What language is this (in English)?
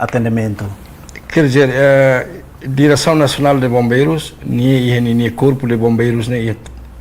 Tetum